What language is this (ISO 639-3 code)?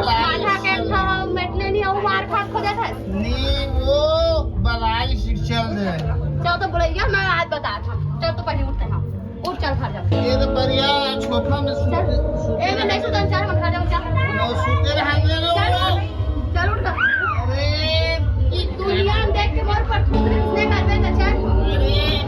hne